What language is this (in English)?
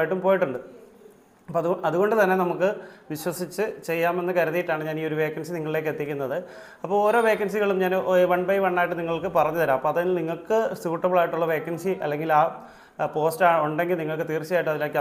Malayalam